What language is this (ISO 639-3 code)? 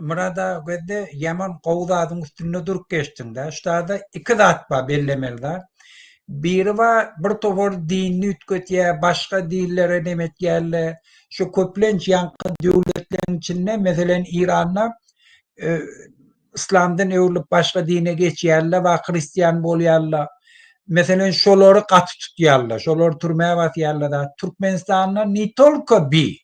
tuk